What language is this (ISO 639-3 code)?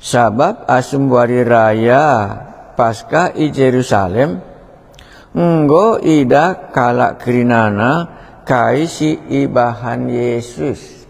btx